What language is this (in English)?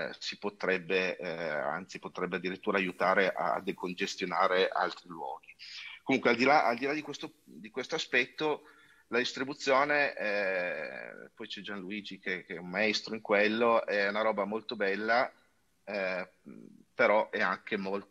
Italian